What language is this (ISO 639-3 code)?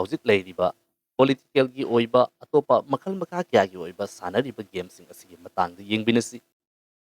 mni